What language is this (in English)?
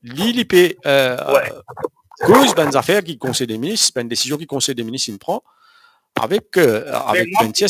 Morisyen